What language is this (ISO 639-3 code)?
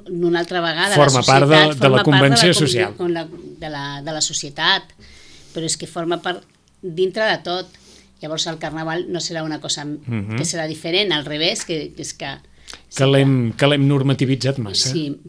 cat